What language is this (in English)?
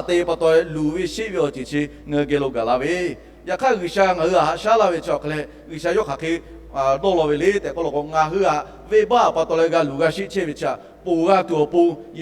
Lahu